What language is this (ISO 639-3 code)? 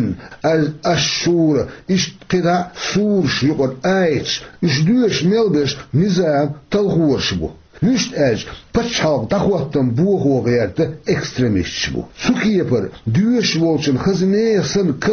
che